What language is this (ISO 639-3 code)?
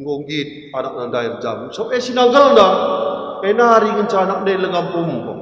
btx